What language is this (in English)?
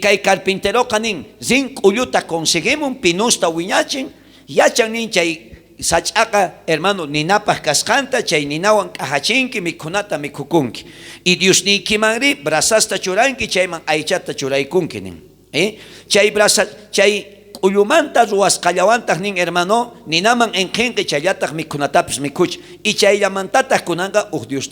South Bolivian Quechua